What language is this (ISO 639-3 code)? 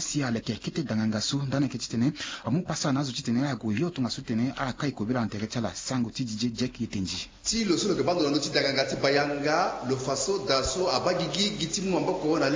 sag